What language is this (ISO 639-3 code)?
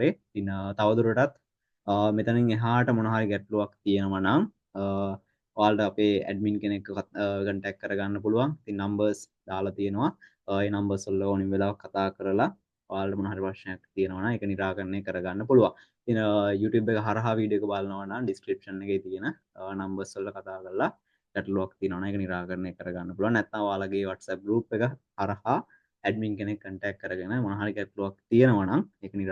sin